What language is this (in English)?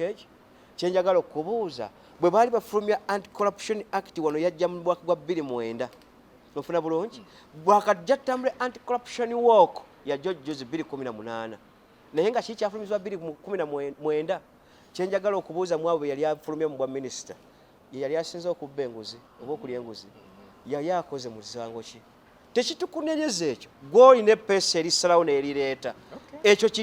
Ganda